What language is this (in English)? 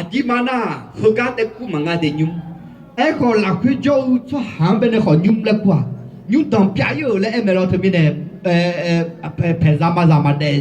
Akha